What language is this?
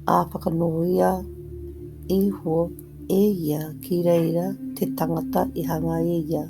Māori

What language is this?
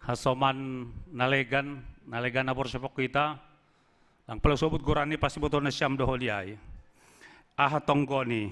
Batak Simalungun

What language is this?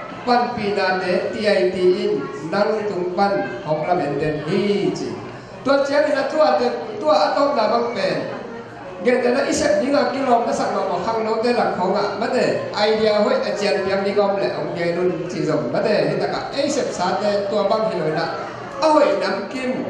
Tedim Chin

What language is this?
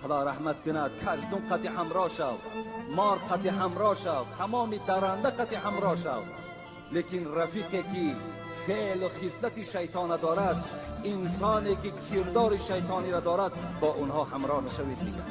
Tajik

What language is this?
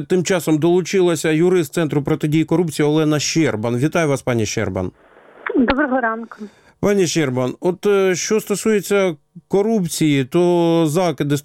Ukrainian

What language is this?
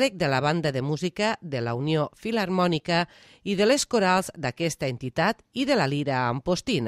Catalan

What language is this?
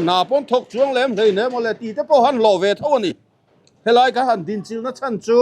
Mizo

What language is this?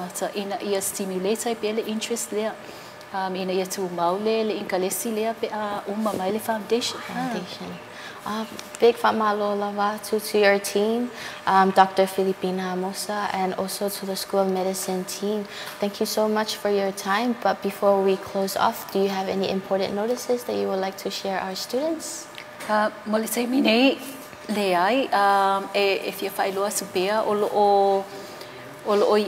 Samoan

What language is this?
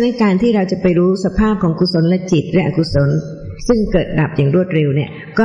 Thai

